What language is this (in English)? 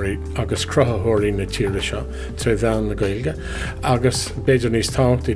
Irish